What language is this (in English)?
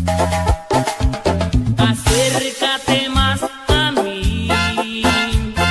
Spanish